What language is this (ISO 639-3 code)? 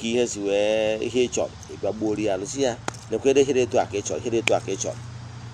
ibo